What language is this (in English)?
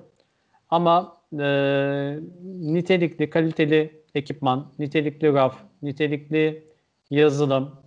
Turkish